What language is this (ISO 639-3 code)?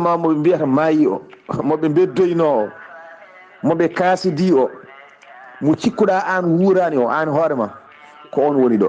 ful